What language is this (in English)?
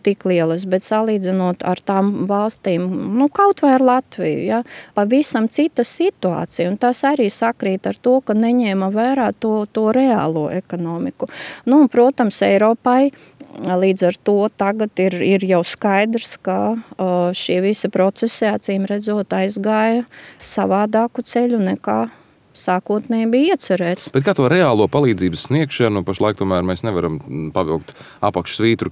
Latvian